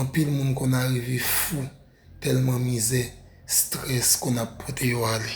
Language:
Haitian Creole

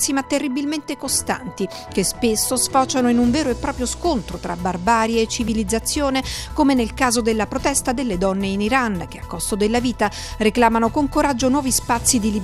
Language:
Italian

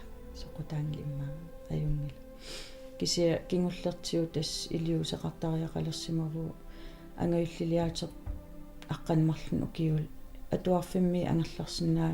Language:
Kalaallisut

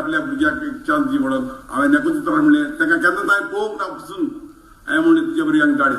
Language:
Konkani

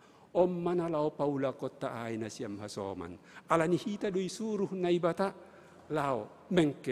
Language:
Batak Simalungun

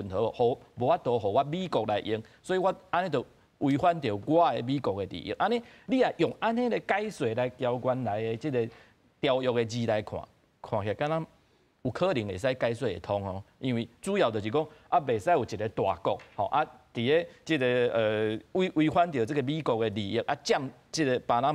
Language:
Min Nan Chinese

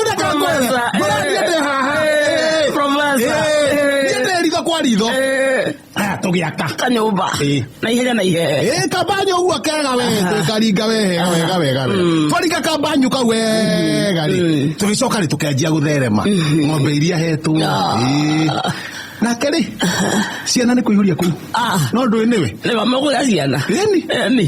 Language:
Kikuyu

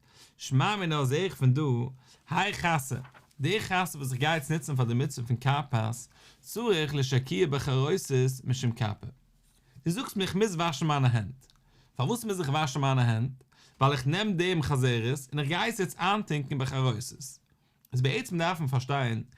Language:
Yiddish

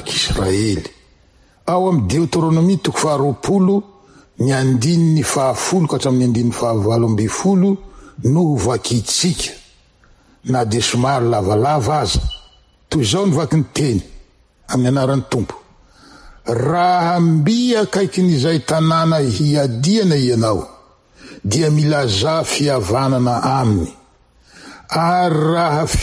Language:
Malagasy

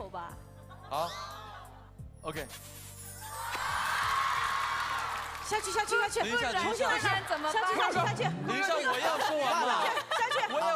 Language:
Chinese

